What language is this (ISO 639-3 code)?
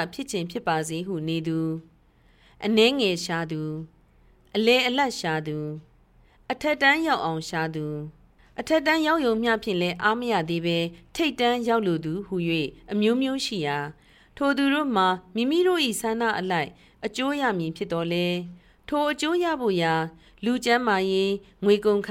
mya